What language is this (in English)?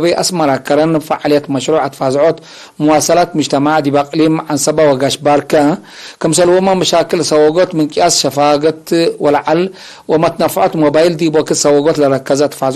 Tigre